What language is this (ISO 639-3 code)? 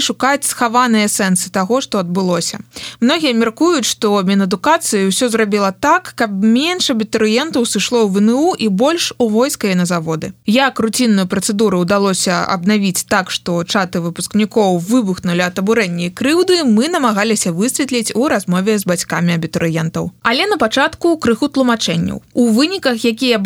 bel